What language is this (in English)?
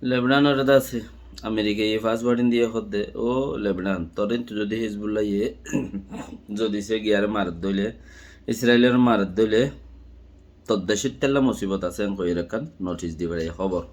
Rohingya